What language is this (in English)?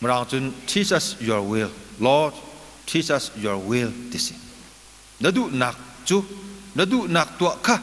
Hakha Chin